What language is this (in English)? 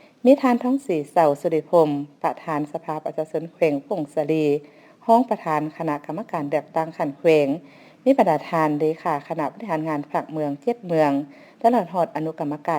Lao